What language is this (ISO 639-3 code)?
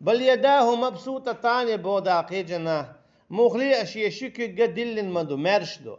che